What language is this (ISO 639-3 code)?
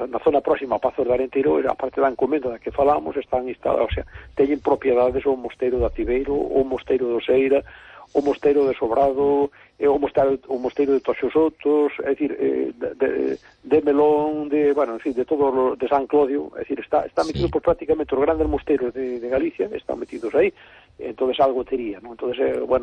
glg